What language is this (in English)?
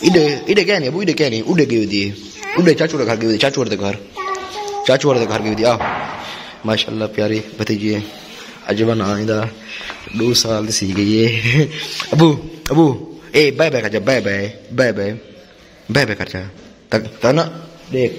Saraiki